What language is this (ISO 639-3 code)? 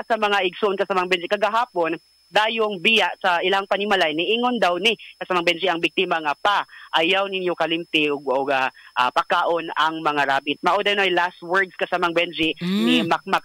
ceb